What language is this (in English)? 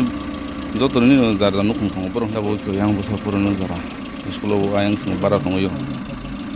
Kok Borok